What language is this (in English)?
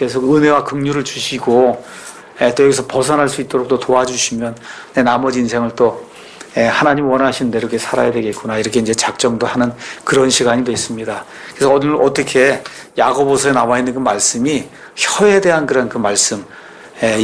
Korean